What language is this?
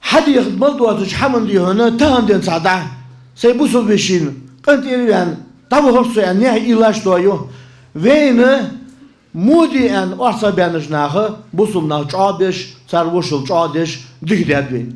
Ingush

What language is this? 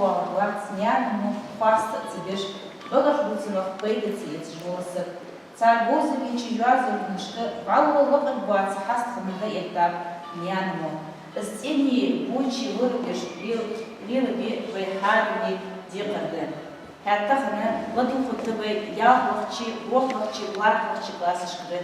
Ingush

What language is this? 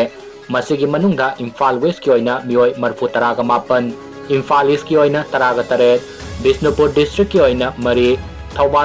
Manipuri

